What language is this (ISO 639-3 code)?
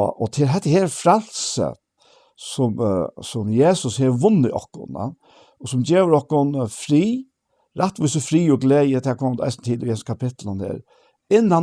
fao